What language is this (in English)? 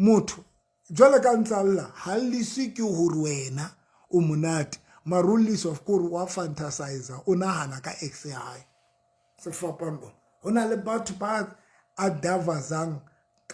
Southern Sotho